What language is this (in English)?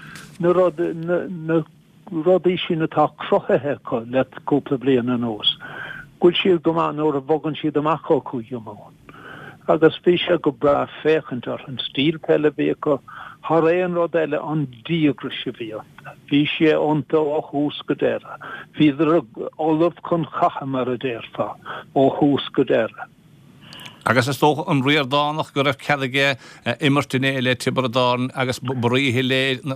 Irish